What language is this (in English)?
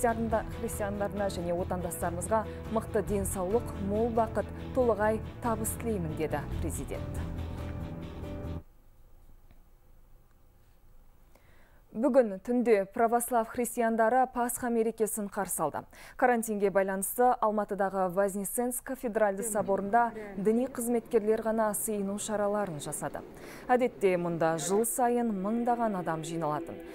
Kazakh